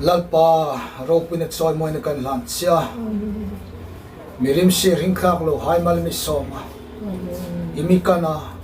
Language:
Hmar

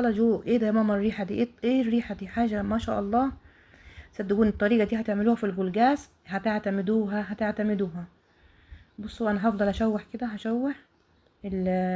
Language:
Egyptian Arabic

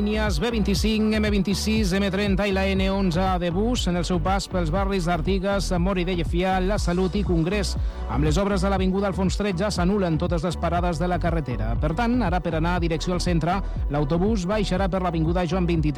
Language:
Catalan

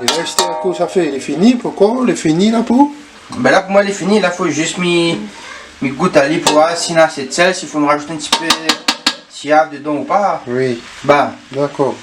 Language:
Réunion Creole French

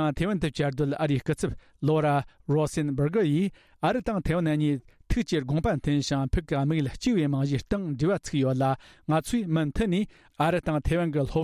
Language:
Tibetan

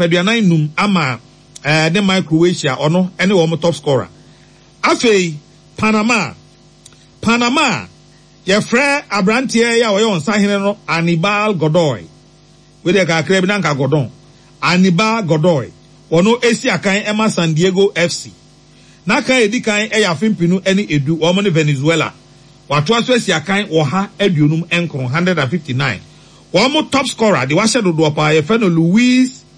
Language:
Akan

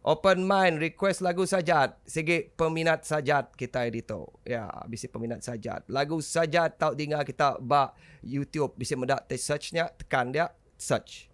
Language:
Iban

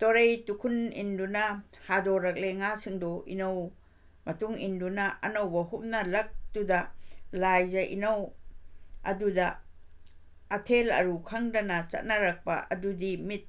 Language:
Manipuri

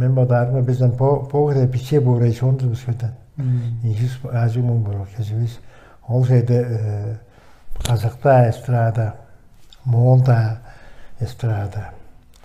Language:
Tuvinian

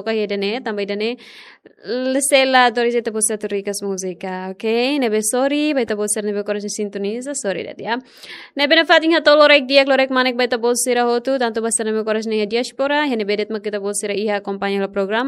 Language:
Tetum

